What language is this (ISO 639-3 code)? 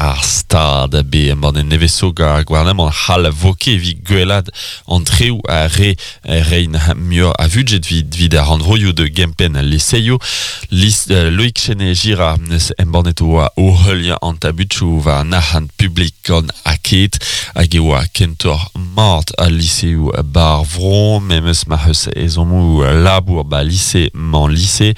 bre